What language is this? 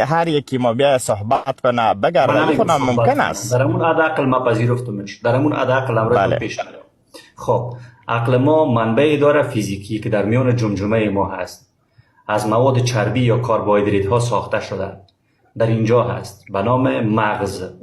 Persian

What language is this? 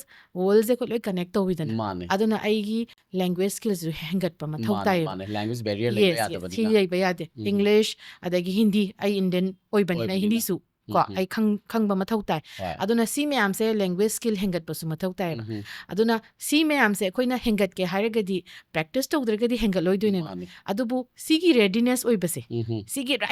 Manipuri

